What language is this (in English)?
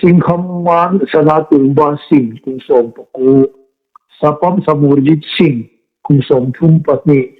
Hmar